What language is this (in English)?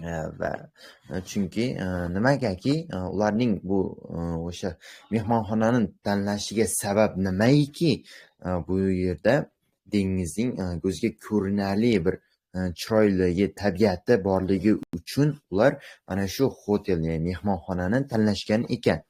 Uzbek